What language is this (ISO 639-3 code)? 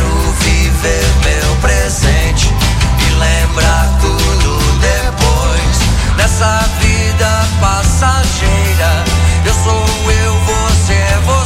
por